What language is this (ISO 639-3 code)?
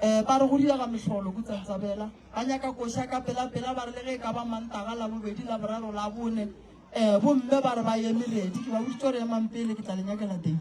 nso